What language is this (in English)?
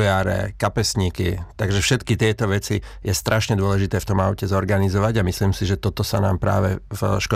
Slovak